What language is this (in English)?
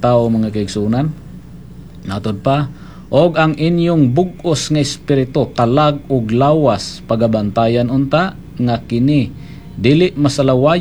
Cebuano